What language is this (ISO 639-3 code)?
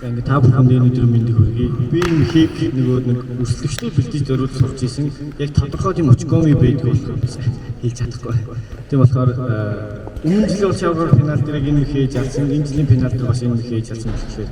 mon